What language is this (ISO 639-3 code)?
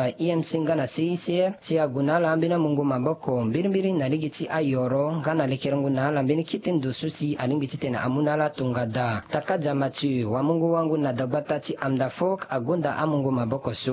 sag